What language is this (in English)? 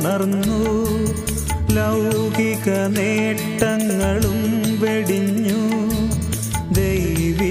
Malayalam